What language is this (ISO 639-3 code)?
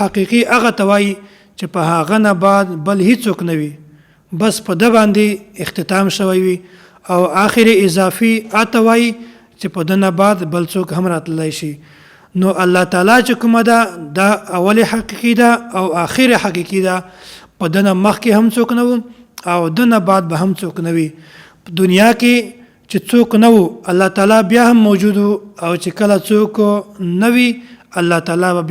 pus